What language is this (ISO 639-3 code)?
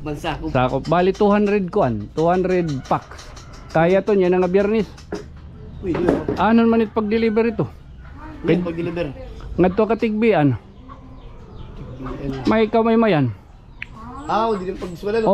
war